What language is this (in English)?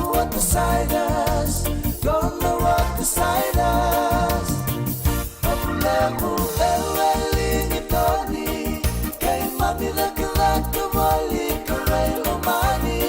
Fijian